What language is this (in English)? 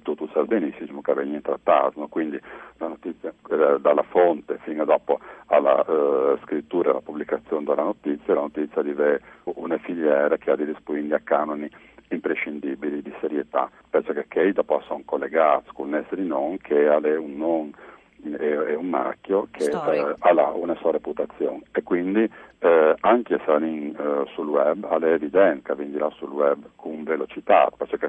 Friulian